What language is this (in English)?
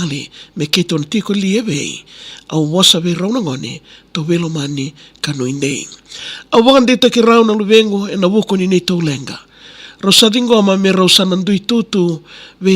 Fijian